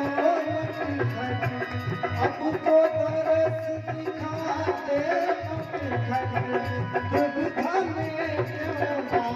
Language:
Maithili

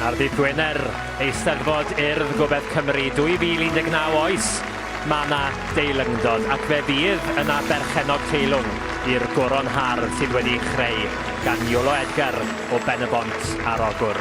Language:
Welsh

